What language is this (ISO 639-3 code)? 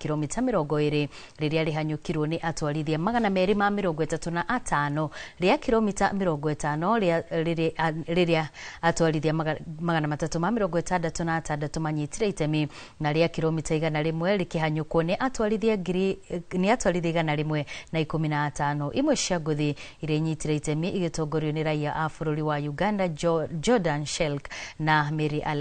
kik